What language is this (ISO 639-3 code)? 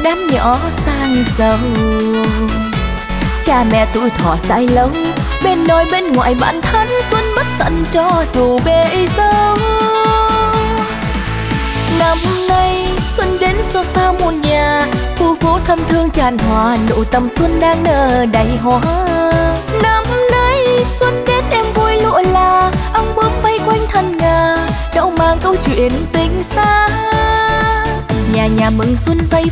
vie